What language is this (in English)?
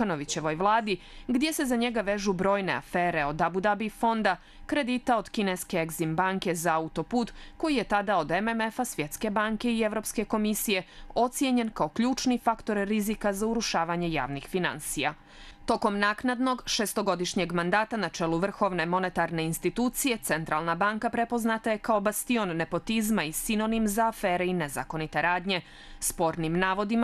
Bosnian